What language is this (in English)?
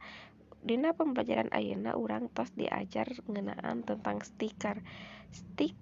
Sundanese